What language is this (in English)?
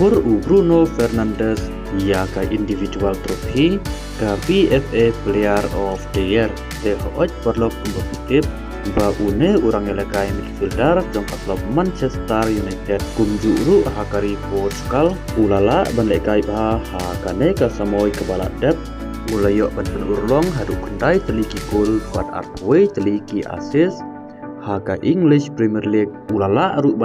Khasi